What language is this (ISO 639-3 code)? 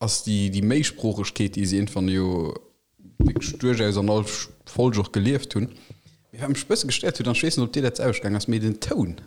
ltz